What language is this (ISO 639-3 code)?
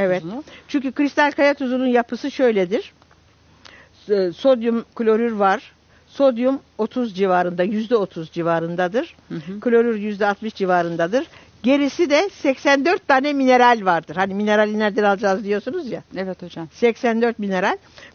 tur